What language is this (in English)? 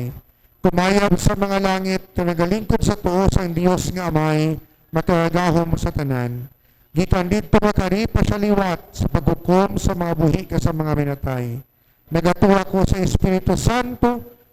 Hiligaynon